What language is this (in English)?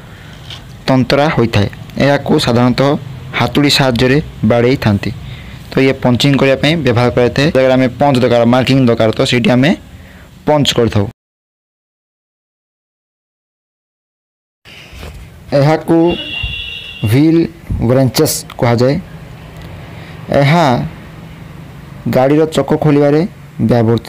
Odia